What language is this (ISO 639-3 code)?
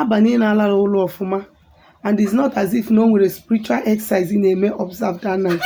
ibo